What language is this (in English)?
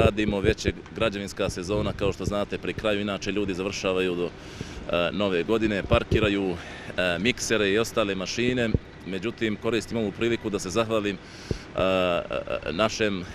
Bosnian